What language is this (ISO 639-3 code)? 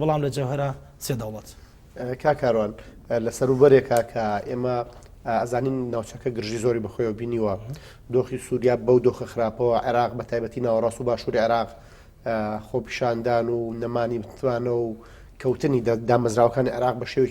ckb